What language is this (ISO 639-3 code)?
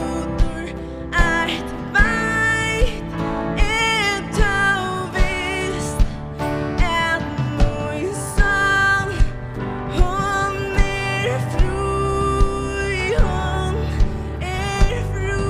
fao